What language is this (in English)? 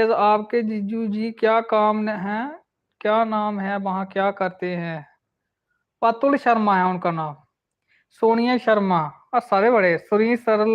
Dogri